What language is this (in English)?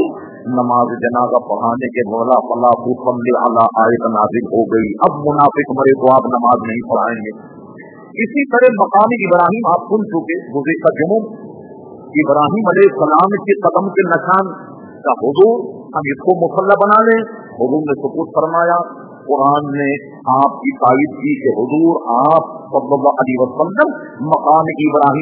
Urdu